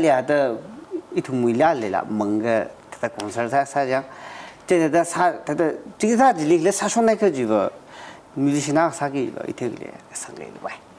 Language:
Tangkhul Naga (India)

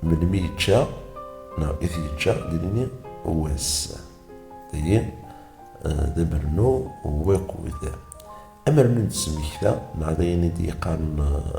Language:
Kabyle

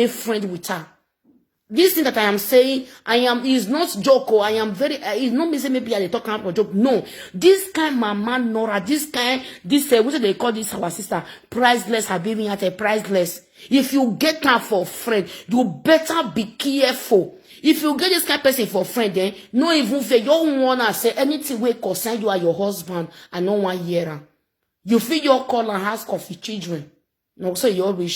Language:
Nigerian Pidgin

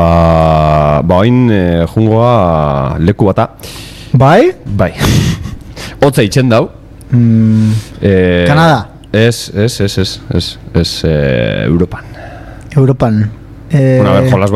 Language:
Basque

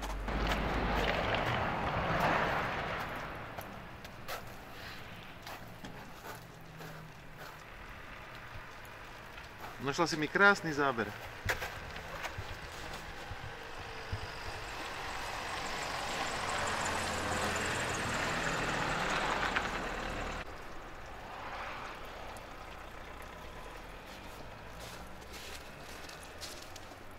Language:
Slovak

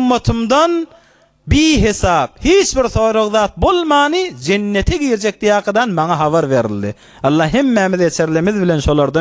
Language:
Turkmen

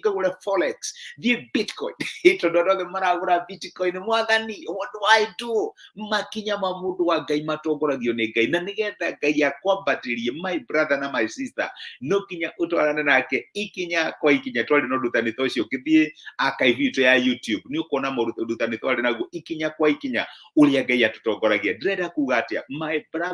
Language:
Kikuyu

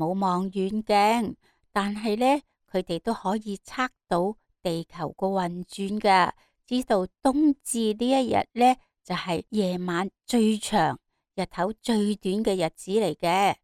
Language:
Cantonese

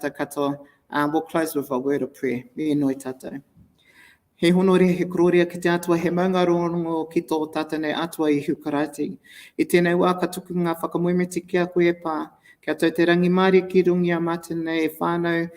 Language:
Māori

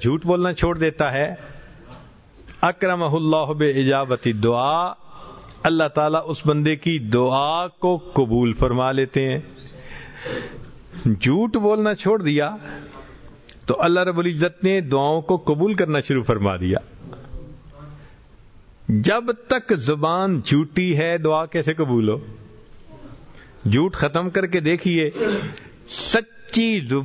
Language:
Urdu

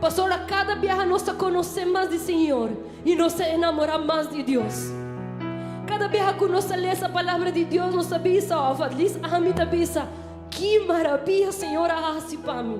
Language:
Papiamento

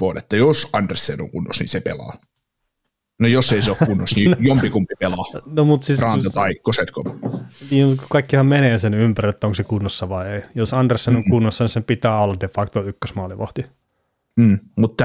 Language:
Finnish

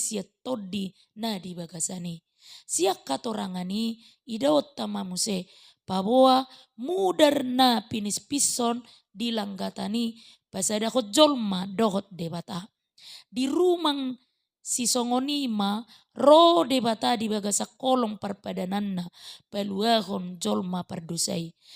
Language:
Batak Toba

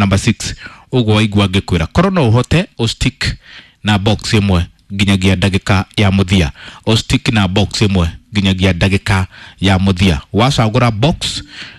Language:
Kikuyu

